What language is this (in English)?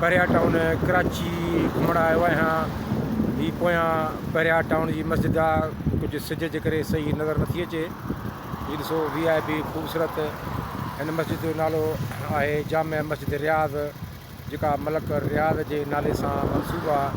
Sindhi